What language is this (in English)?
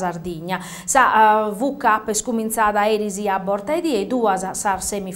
Sardinian